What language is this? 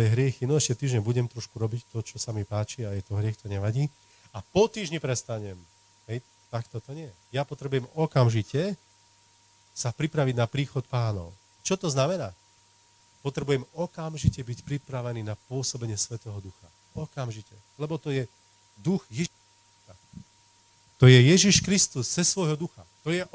Slovak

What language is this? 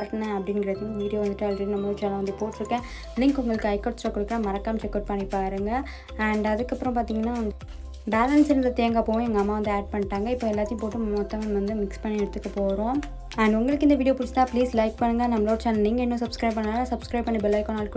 Tamil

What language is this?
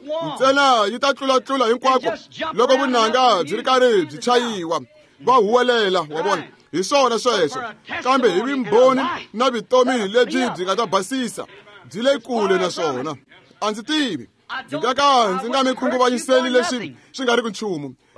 Tsonga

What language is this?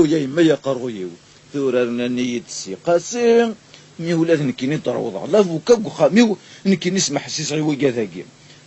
Kabyle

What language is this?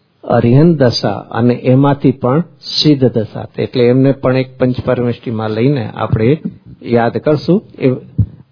Gujarati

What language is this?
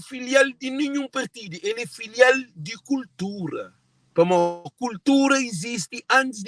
Kabuverdianu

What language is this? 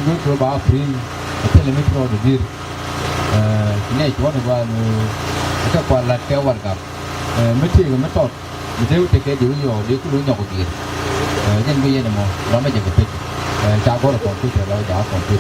Nuer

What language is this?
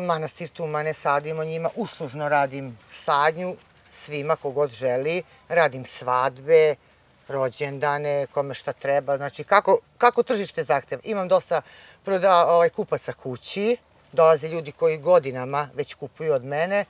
Serbian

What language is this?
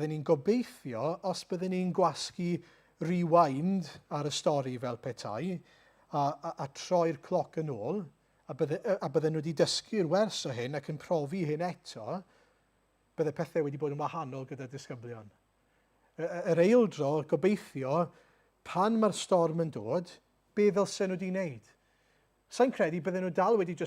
Welsh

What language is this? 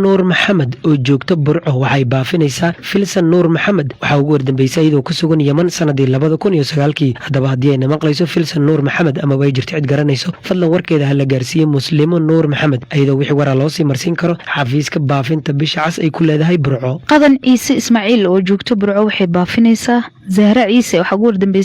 Somali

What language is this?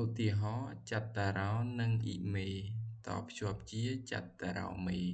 Khmer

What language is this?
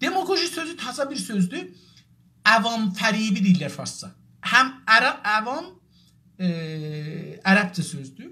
South Azerbaijani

